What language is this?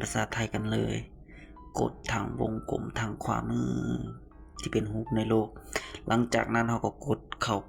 Lao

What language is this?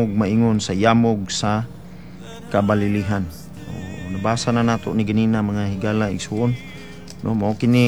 Cebuano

